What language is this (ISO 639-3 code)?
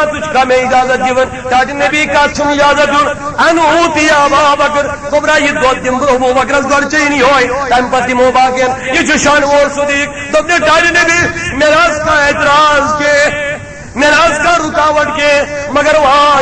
kas